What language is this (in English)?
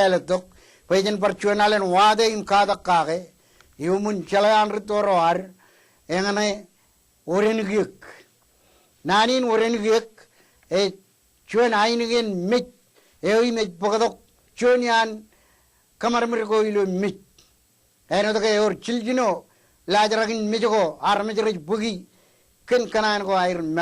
Marshallese